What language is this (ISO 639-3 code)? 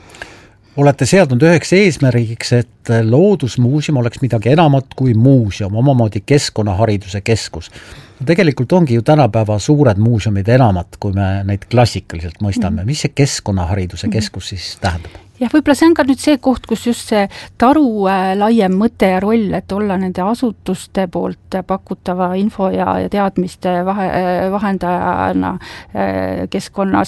est